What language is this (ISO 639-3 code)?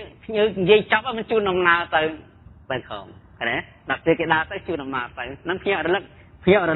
khm